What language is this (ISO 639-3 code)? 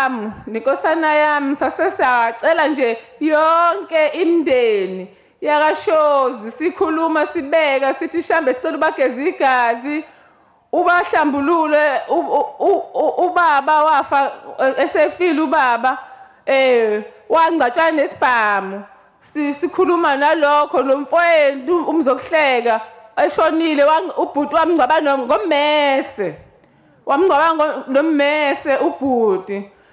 zul